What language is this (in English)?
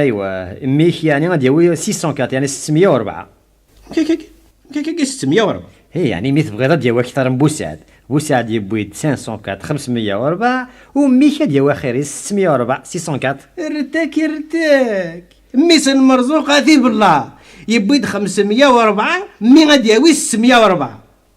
Kabyle